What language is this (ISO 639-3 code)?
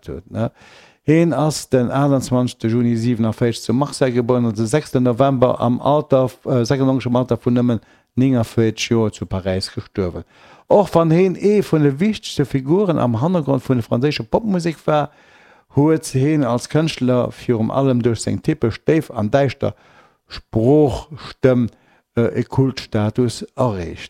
ltz